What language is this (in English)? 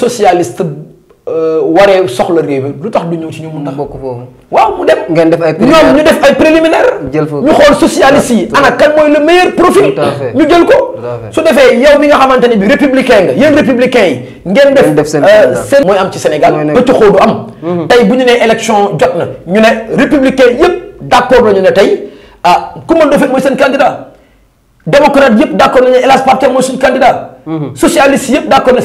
Wolof